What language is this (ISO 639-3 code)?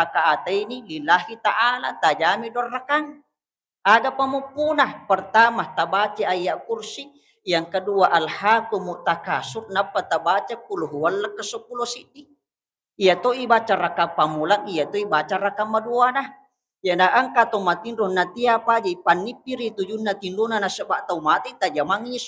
bug